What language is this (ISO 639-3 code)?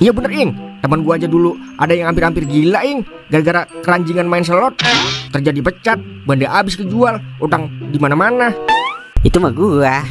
bew